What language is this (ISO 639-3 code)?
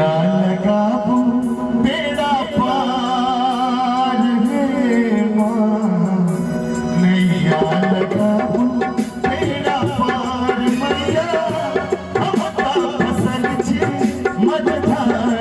mai